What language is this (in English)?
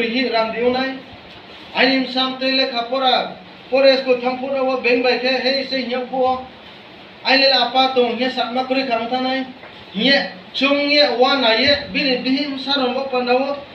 Riang (India)